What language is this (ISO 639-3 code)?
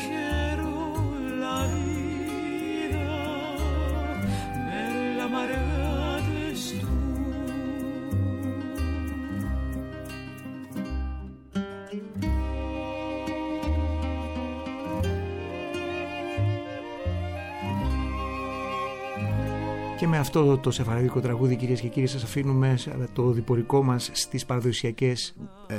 ell